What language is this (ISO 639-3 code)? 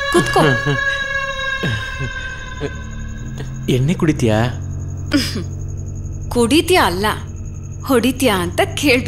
kan